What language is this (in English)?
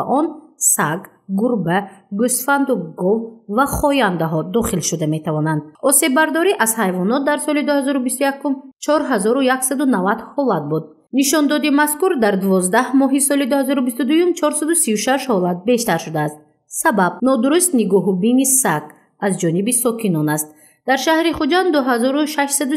Tajik